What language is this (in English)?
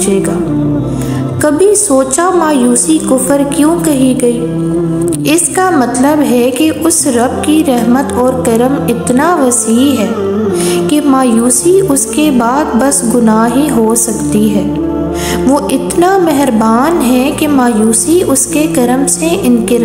Urdu